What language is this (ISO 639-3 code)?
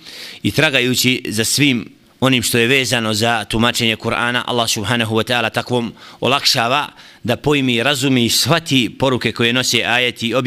bos